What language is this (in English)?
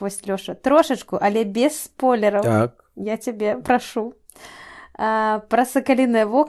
Belarusian